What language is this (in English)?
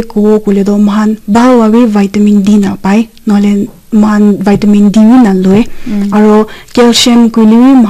Naga Pidgin